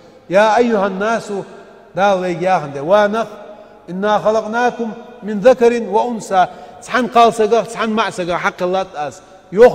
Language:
Ingush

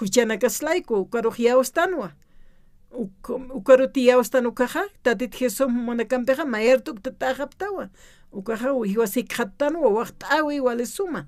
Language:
Aymara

